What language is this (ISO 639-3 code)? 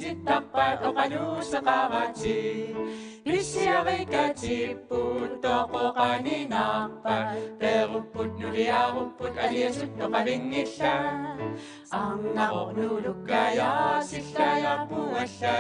kal